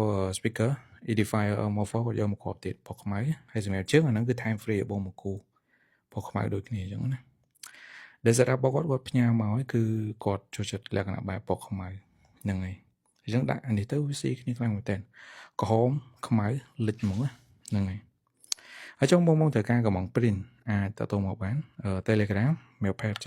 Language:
Khmer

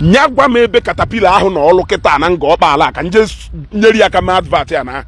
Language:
Igbo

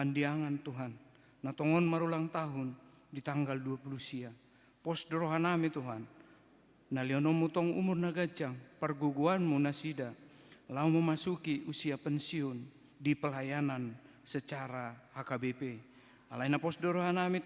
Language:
Batak Toba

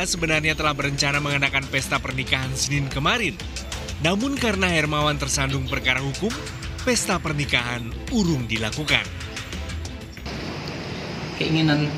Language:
Indonesian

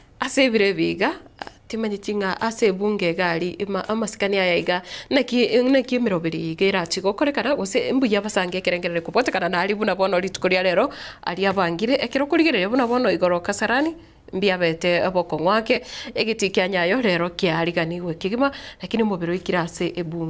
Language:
Gusii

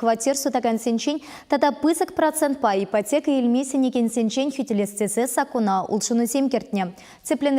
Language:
Chuvash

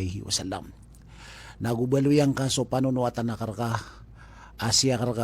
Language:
Maranao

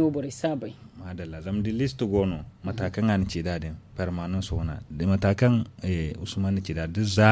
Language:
Zarma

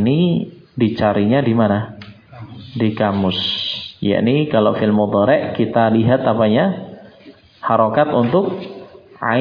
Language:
Indonesian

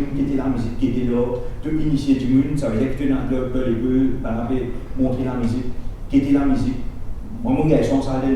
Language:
Morisyen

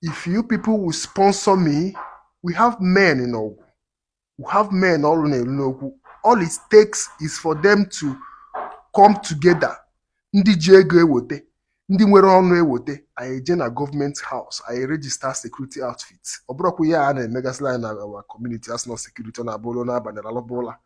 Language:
Igbo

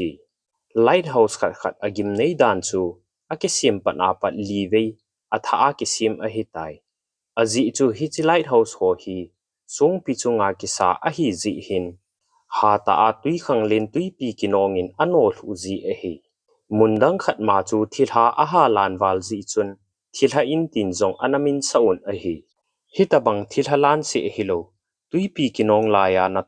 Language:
Thado Chin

